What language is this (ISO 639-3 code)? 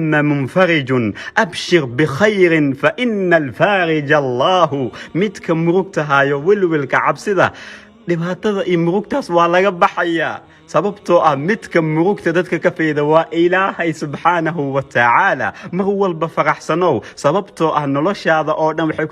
som